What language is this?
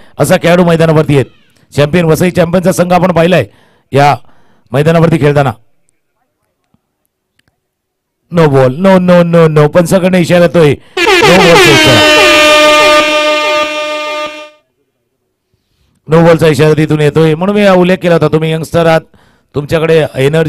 Marathi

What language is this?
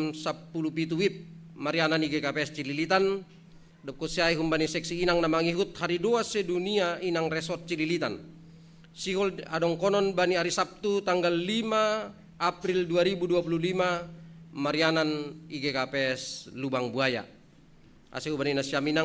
Batak Simalungun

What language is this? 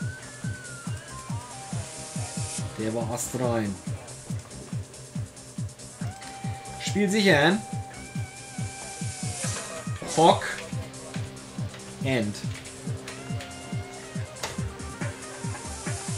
German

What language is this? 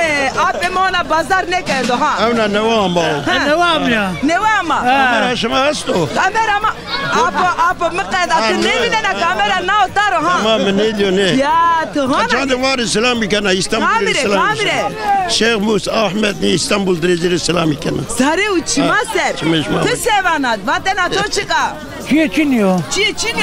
Zaza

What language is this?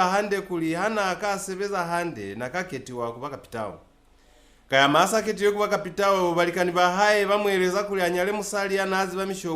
Lozi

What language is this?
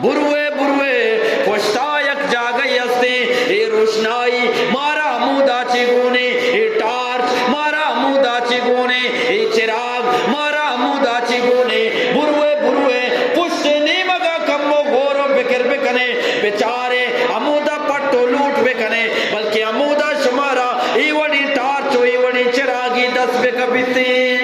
Eastern Balochi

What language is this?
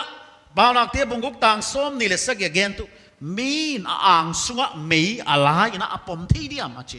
Paite Chin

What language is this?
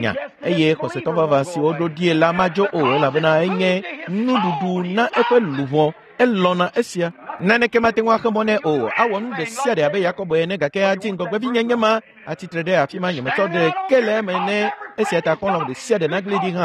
Ewe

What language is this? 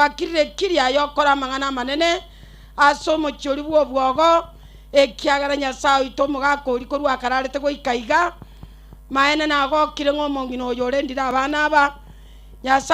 Gusii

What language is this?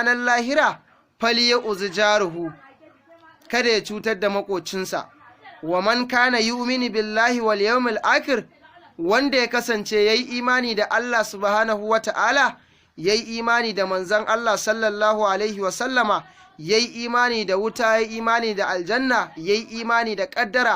Hausa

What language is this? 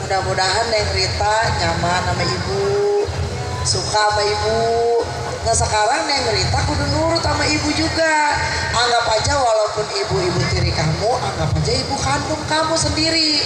Betawi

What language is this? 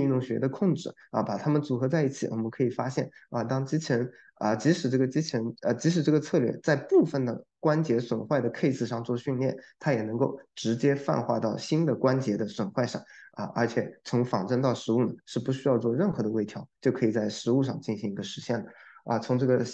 Chinese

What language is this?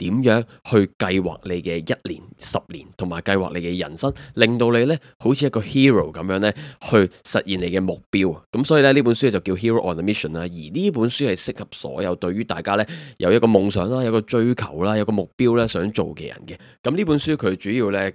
Cantonese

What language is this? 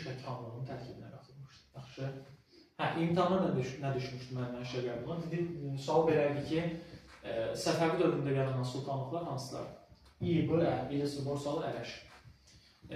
Azerbaijani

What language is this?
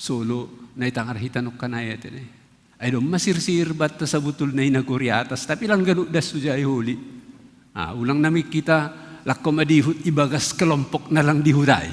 Batak Simalungun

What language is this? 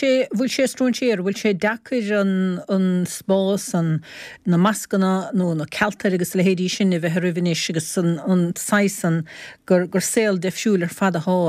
Irish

